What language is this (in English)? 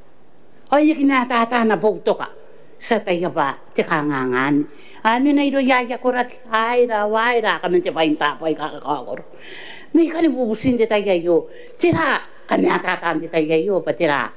Gilbertese